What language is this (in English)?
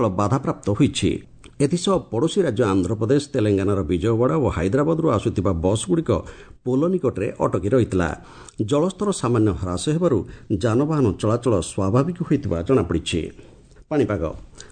Odia